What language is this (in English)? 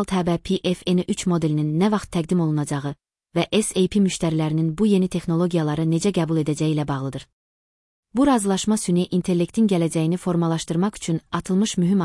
Azerbaijani